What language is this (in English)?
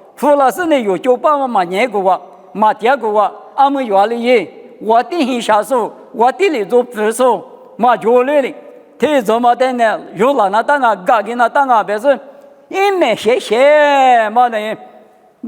Lisu